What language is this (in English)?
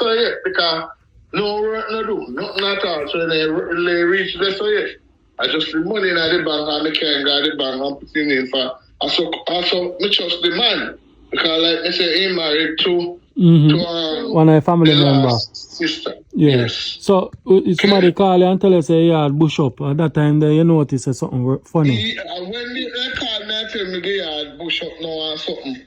Jamaican Creole English